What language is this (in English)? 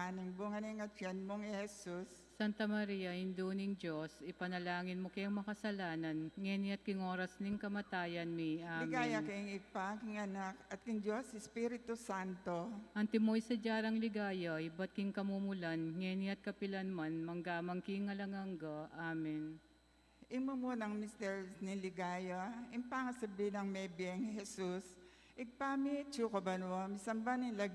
Pampanga